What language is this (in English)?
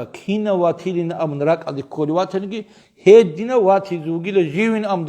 Avaric